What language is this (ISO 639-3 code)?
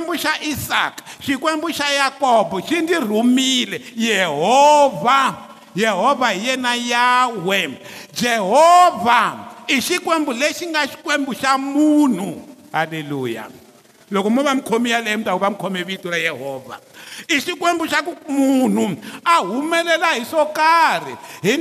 tso